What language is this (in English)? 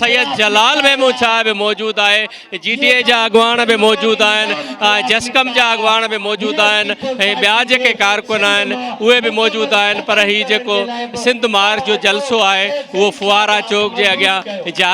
Sindhi